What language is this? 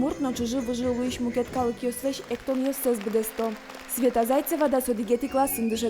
Udmurt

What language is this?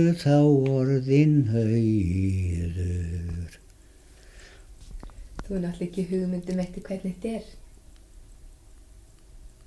Icelandic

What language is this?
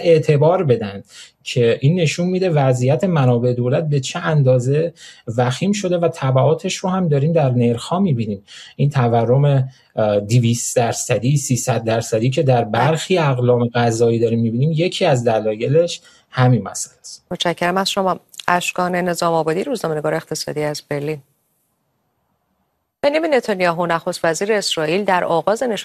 Persian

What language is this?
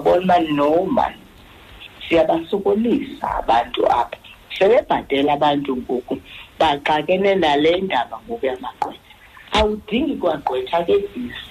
Xhosa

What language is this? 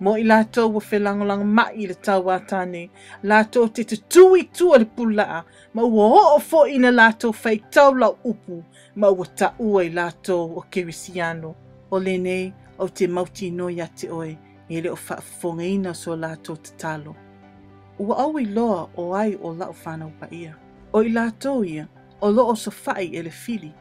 Samoan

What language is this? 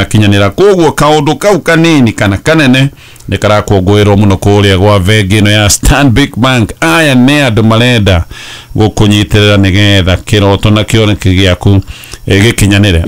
Kikuyu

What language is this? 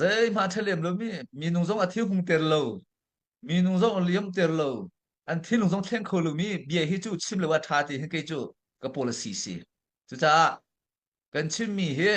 Hakha Chin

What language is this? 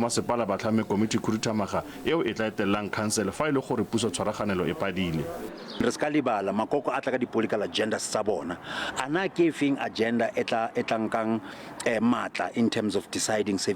Tswana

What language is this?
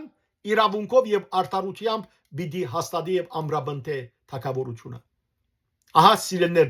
Western Armenian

